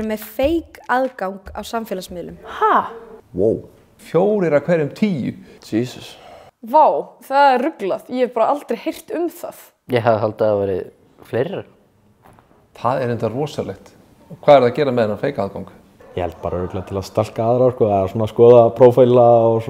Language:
Icelandic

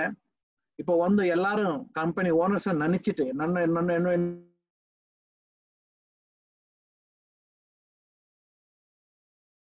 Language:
Tamil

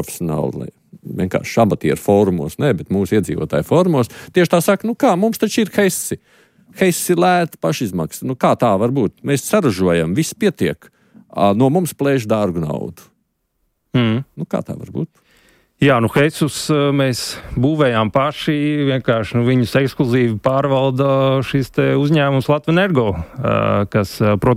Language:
Latvian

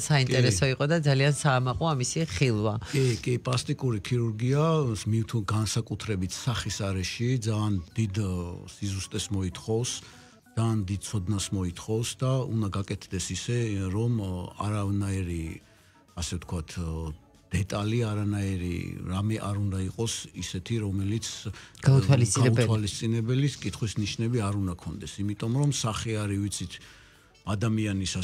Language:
Georgian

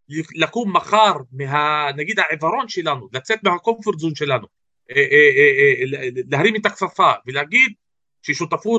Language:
Hebrew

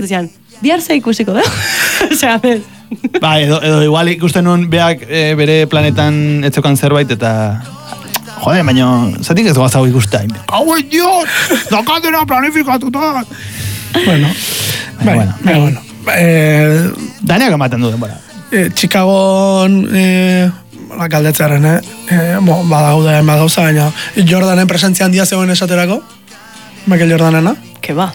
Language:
Basque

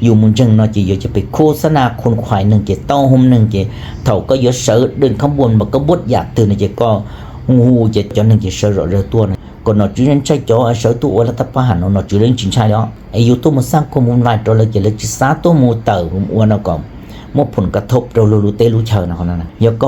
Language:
Hmong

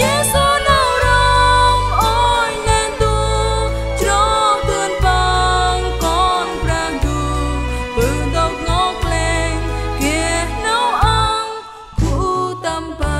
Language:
Central Mnong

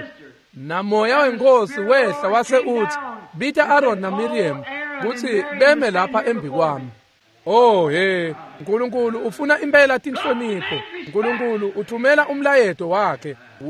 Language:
Swati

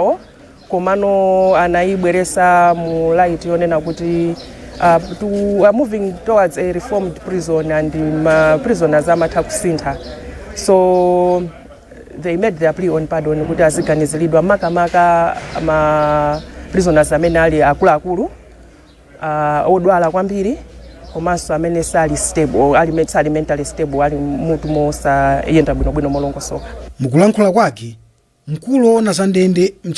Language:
Nyanja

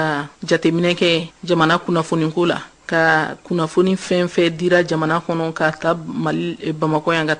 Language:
Bambara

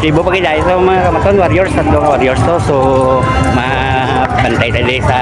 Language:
Hiligaynon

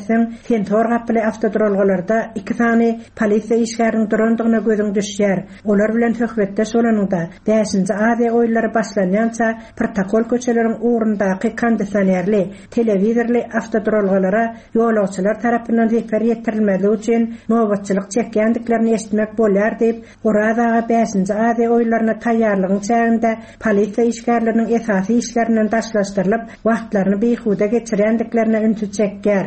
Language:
Turkmen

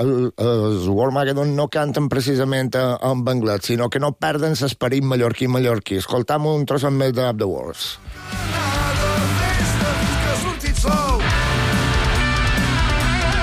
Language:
Catalan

